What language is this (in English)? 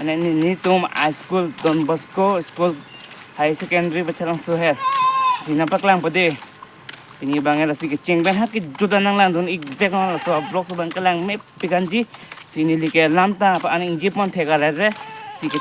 Karbi